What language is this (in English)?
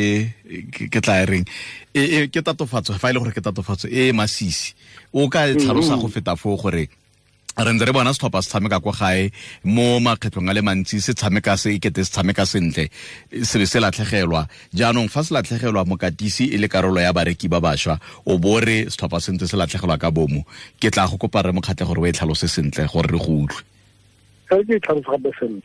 Tswana